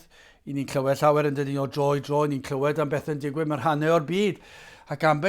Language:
Welsh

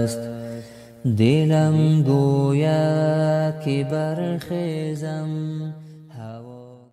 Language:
Tajik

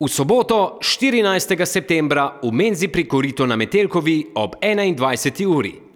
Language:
Slovenian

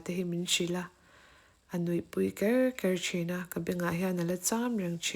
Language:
Mizo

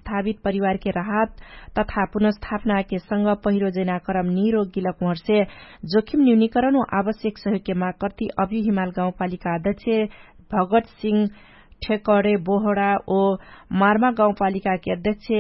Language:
Dangaura Tharu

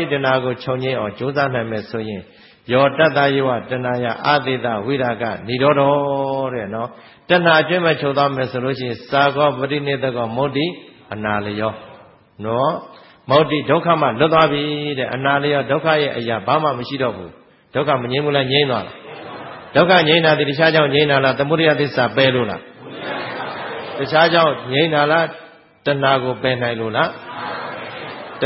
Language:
Burmese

